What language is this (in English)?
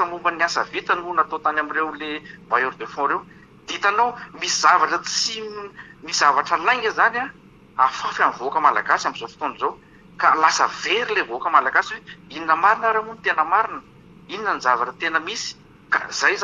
Malagasy